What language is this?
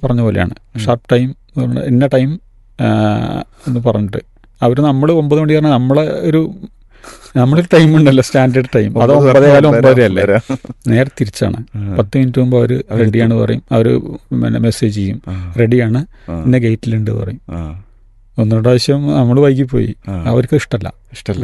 Malayalam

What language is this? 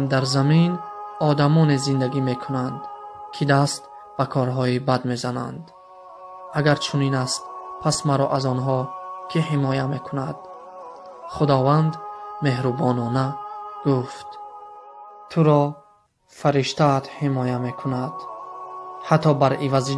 Tajik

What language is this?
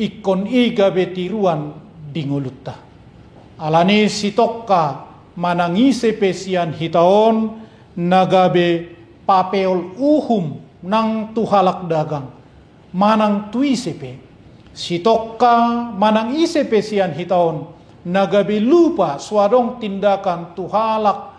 Batak Toba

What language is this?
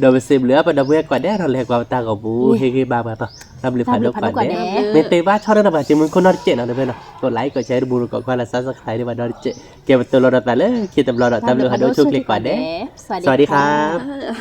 S'gaw Karen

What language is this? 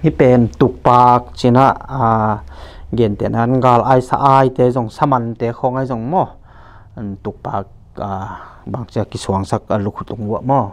Tedim Chin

